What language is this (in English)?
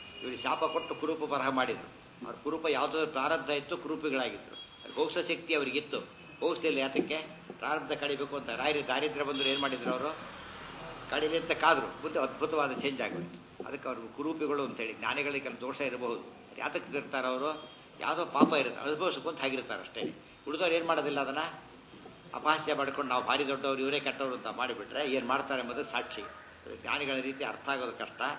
Kannada